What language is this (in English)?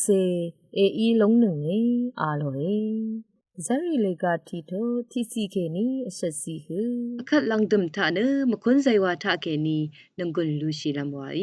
Rawang